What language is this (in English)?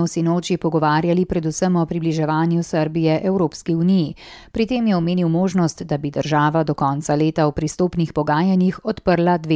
Slovenian